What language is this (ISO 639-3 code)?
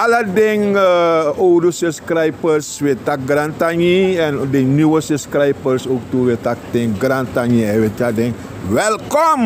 srn